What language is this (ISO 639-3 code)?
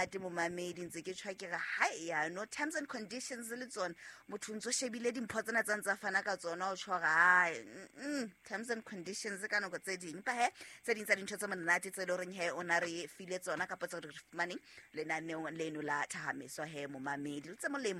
sot